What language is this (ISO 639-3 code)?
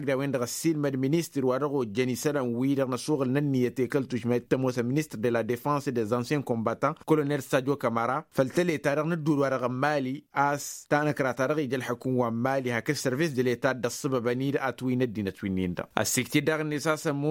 taq